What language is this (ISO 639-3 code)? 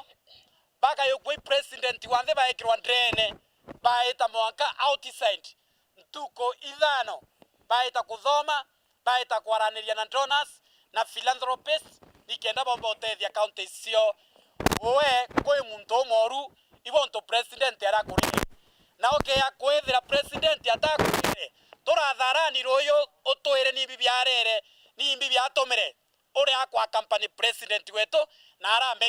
mer